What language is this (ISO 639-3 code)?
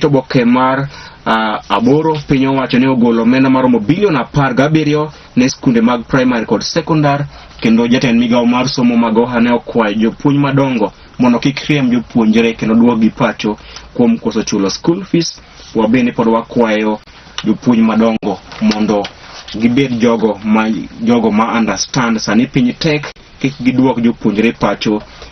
luo